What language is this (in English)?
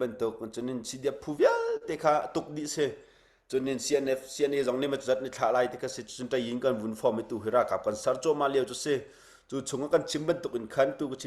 Hakha Chin